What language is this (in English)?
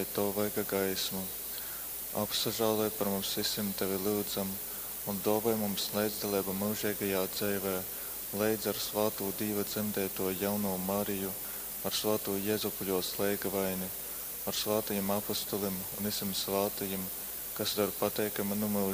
Latgalian